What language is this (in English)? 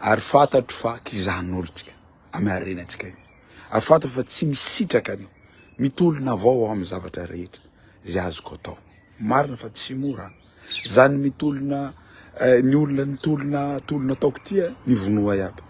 Malagasy